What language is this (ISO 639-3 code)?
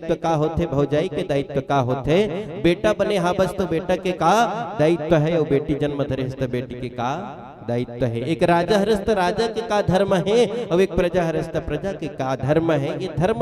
hne